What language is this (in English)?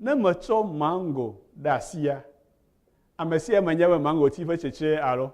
Ewe